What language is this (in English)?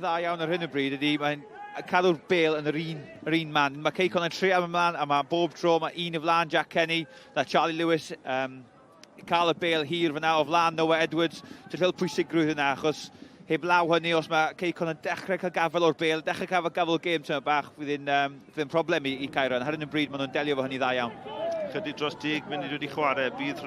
Welsh